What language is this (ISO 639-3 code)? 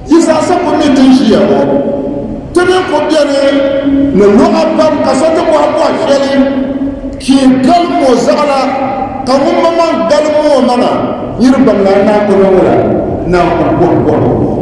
dag